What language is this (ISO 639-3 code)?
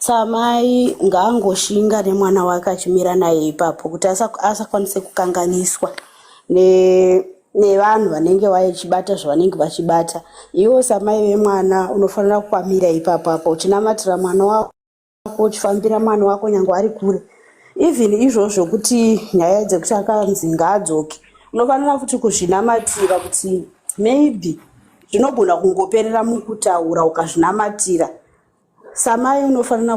sna